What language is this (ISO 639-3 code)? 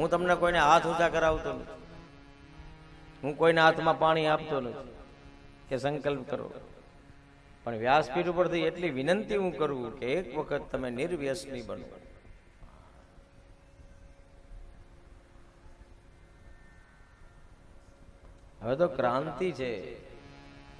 guj